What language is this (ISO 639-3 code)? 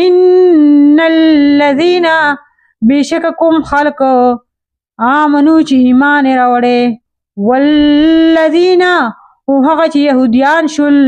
pus